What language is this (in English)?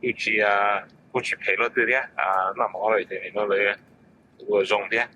Hmong